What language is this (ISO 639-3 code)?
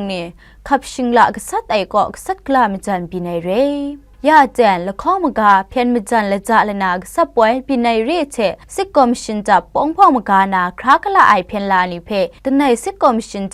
kac